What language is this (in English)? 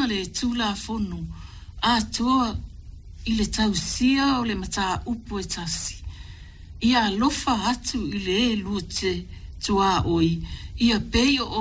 Samoan